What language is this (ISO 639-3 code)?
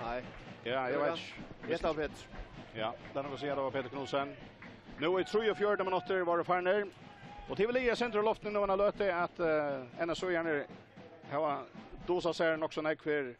fao